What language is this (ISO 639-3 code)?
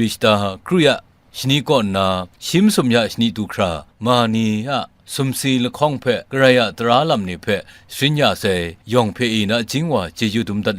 kac